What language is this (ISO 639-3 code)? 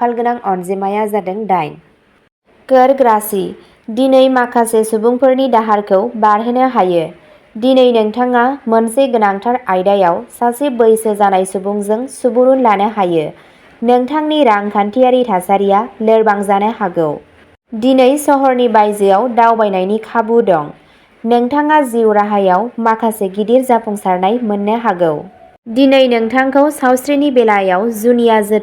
brx